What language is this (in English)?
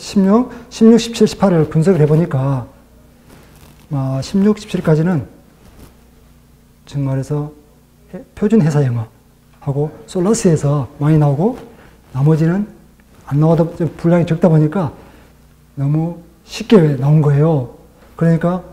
Korean